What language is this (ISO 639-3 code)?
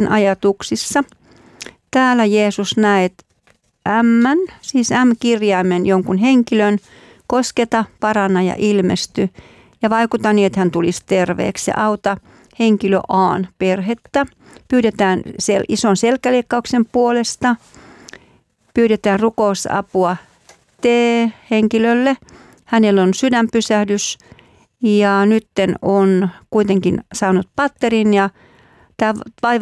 fin